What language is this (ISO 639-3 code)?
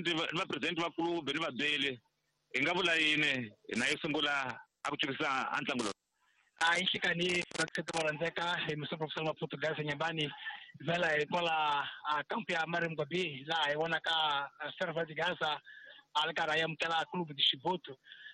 tso